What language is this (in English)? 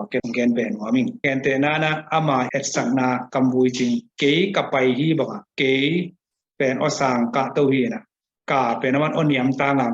Tedim Chin